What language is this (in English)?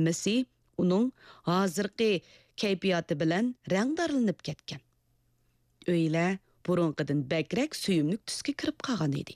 Uyghur